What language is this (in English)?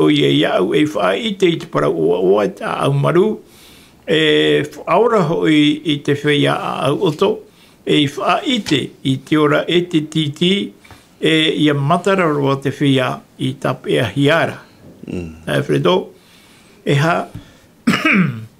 Tahitian